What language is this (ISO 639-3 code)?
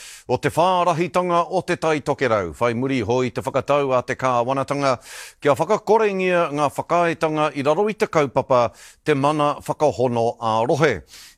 mri